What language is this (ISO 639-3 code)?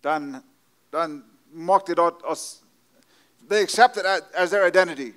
pdt